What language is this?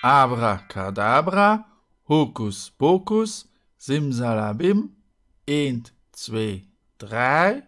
Luxembourgish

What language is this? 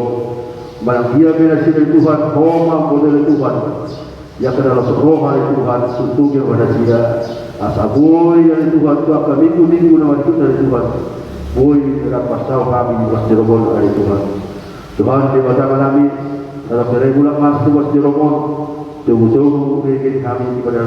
Batak Toba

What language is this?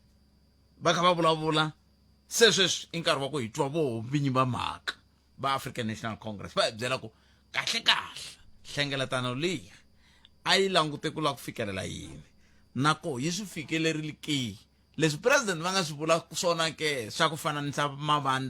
Tsonga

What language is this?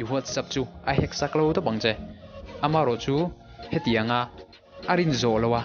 Mizo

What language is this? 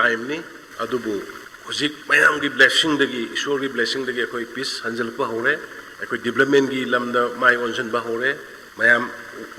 Manipuri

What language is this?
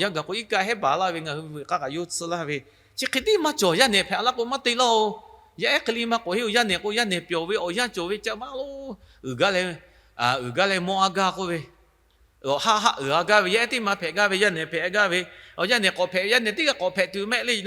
Lahu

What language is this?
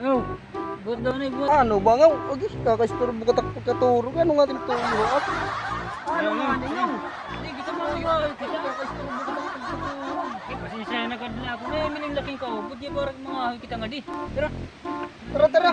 Waray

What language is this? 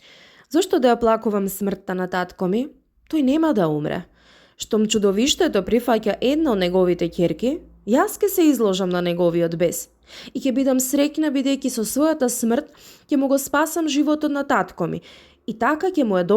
Macedonian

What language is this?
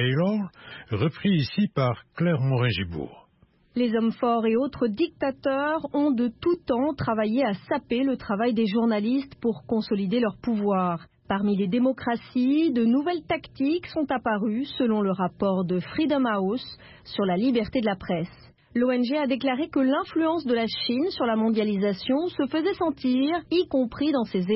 French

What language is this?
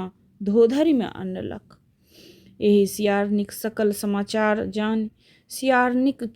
Maithili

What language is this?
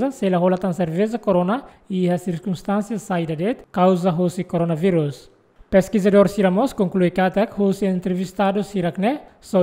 Tetum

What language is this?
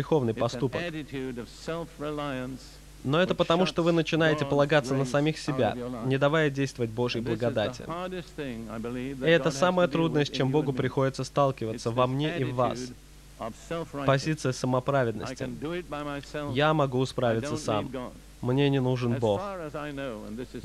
Russian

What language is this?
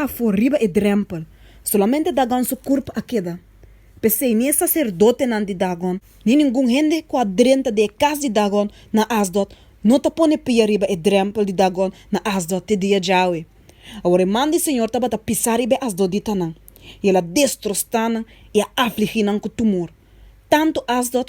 Papiamento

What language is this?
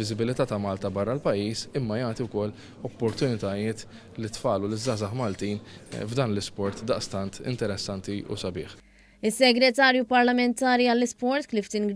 Maltese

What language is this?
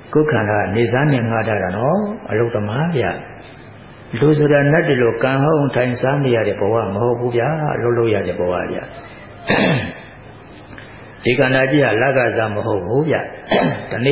Burmese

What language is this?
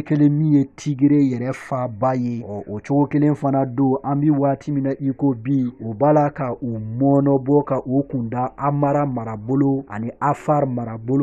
Bambara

